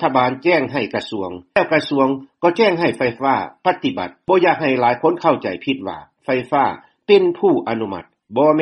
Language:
Lao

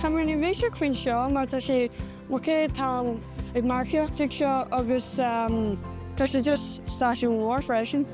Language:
Irish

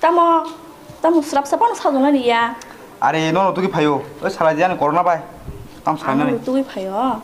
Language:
Kok Borok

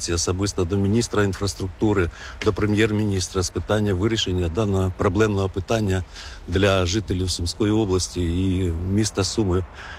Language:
Ukrainian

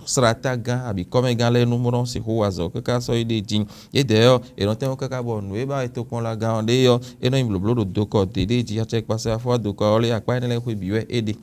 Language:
Fon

